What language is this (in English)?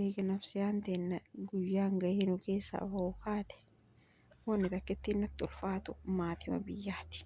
Oromo